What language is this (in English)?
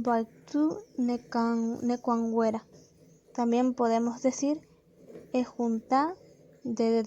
Guarani